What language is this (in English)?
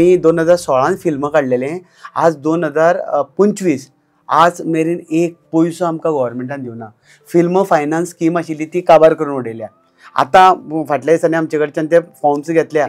Konkani